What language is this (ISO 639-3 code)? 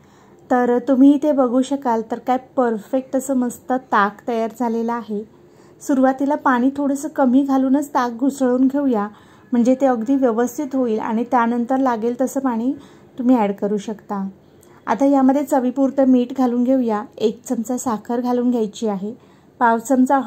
mar